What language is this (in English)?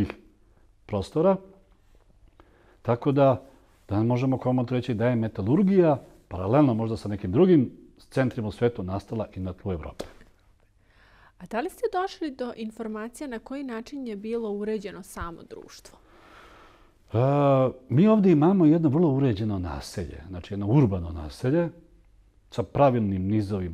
Serbian